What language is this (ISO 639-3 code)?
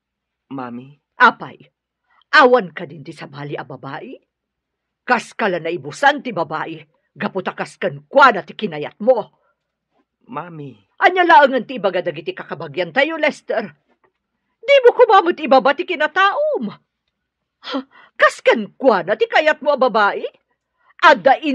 ilo